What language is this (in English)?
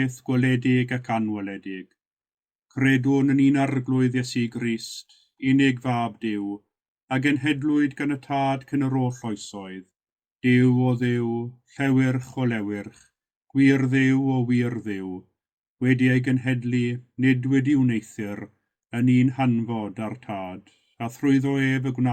Welsh